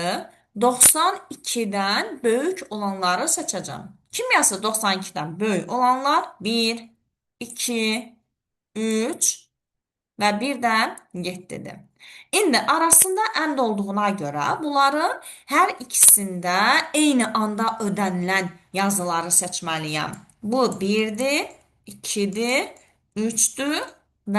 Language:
Azerbaijani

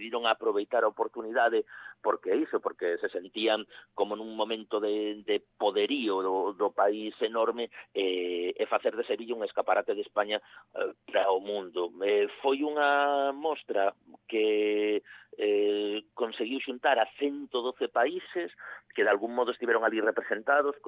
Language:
Galician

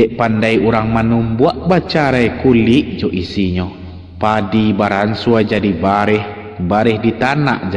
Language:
Minangkabau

